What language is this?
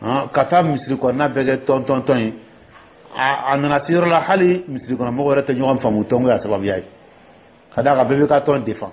Dyula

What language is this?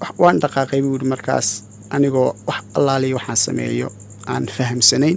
Somali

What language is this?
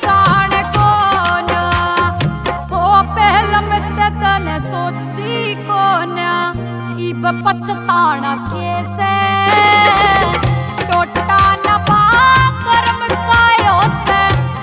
Haryanvi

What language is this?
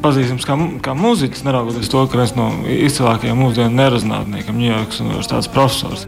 Latvian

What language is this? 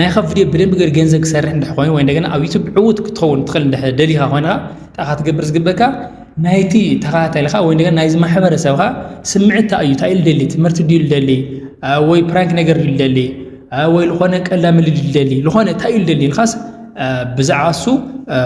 Tigrinya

